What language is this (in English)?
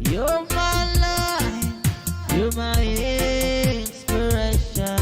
Pohnpeian